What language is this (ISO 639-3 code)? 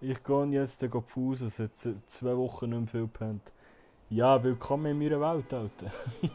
gsw